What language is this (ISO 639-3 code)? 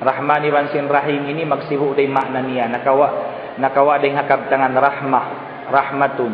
tsg